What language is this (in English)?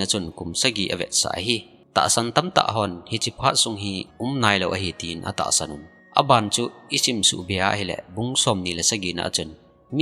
Thado Chin